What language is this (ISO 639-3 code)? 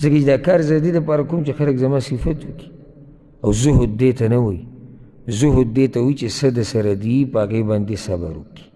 pus